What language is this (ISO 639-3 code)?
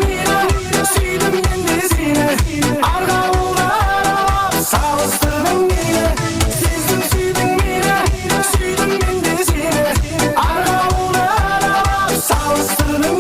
kaa